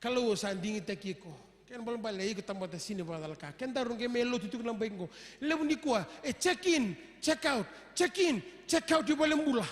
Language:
Fijian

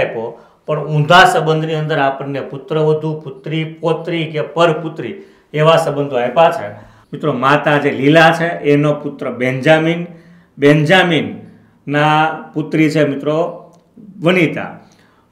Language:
Gujarati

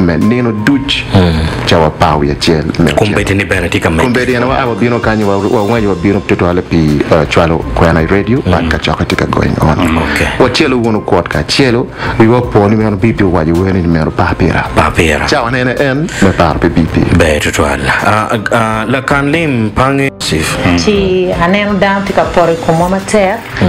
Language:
Acoli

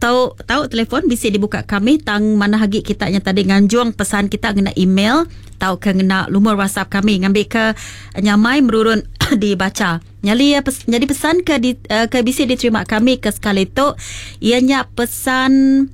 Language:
Iban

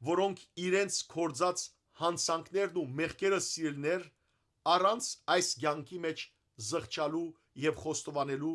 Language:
Western Armenian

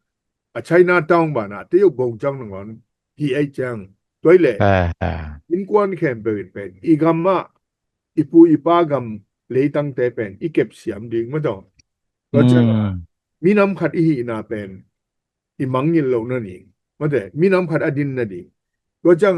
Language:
Tedim Chin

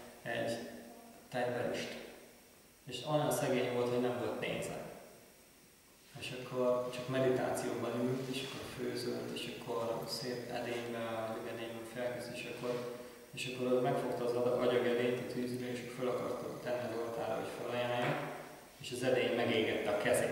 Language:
Hungarian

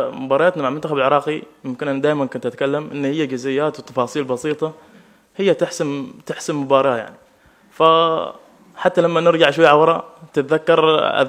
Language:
Mesopotamian Arabic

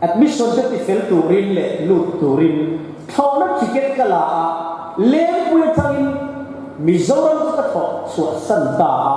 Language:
Mizo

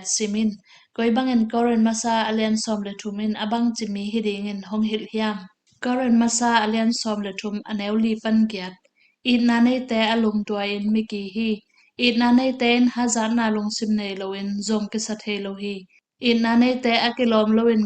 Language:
Tedim Chin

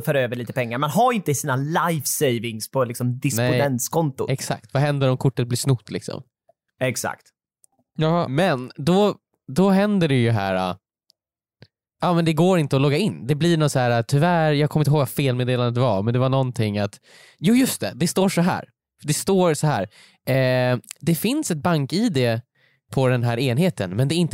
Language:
Swedish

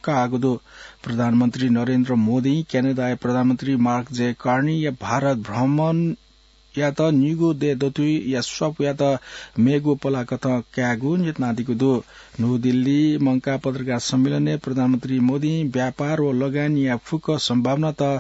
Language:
Newari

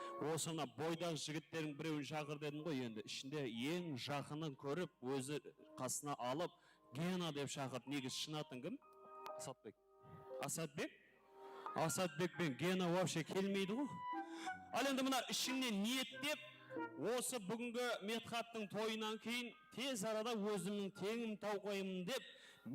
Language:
Kara-Kalpak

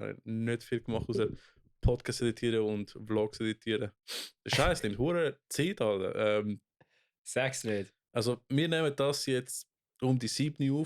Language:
Swiss German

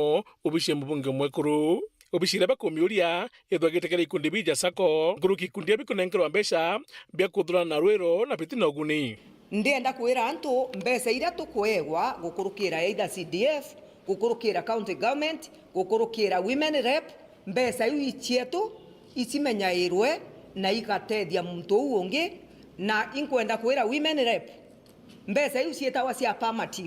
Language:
Meru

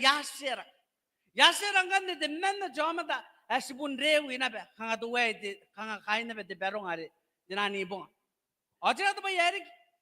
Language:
Gilbertese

